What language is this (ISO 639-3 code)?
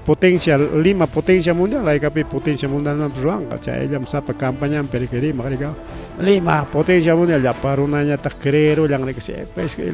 quy